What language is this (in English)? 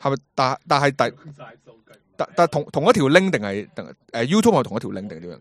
Cantonese